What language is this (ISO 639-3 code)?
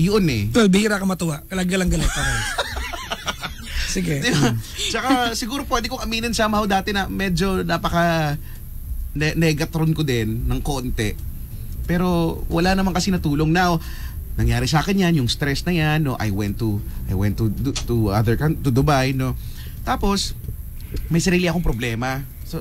fil